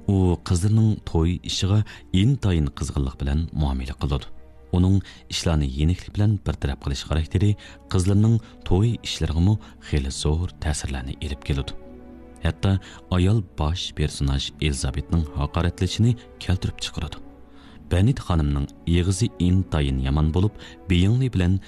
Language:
Uyghur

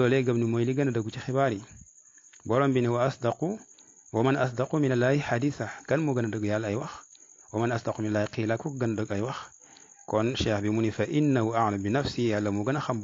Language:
Wolof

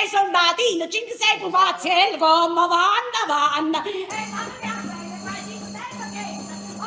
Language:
Neapolitan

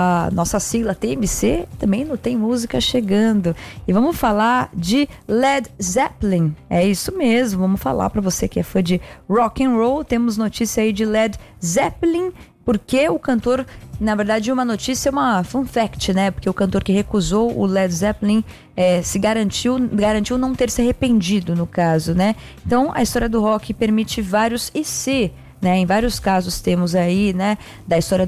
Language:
Portuguese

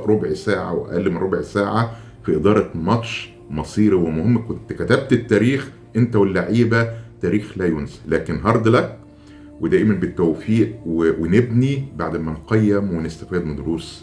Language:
Egyptian Arabic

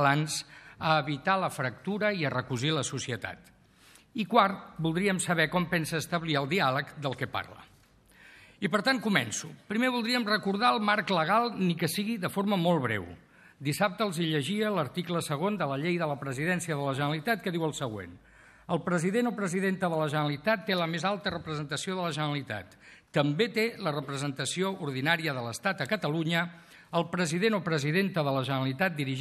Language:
Catalan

